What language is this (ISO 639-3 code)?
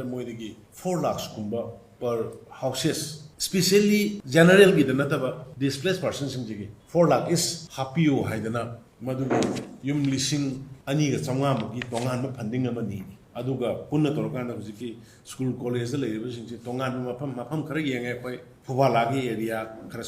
mni